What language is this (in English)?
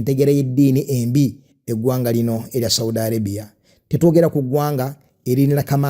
Ganda